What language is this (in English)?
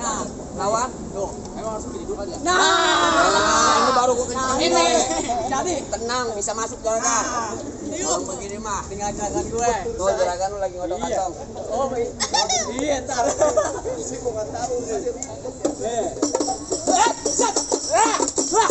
Betawi